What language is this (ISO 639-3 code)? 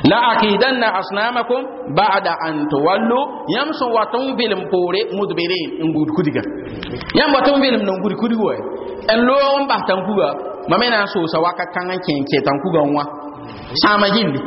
mos